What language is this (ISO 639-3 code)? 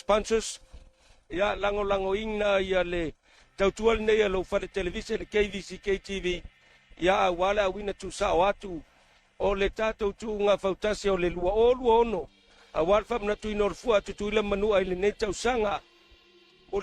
smo